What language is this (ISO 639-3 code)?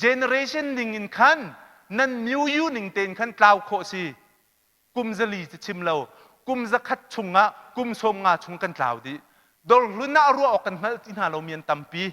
cnh